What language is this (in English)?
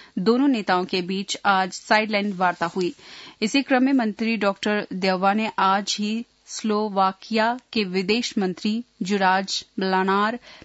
Hindi